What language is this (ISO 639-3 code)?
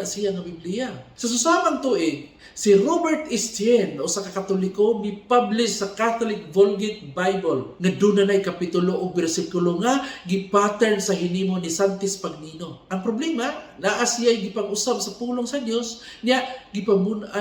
ceb